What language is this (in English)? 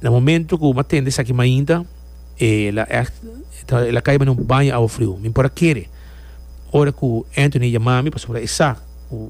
Papiamento